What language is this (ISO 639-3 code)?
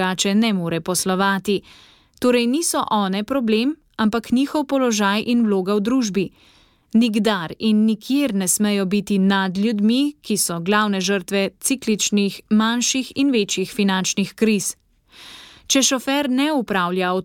slv